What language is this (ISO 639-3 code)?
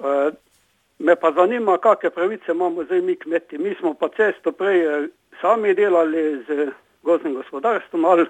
slv